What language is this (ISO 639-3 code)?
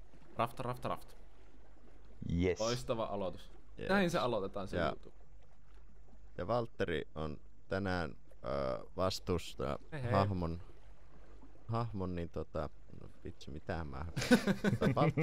fin